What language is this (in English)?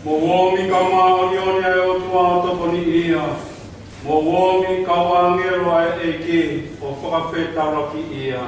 Tongan